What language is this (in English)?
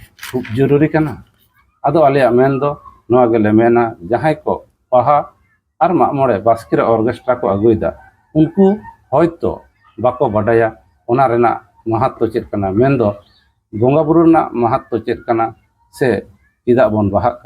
Santali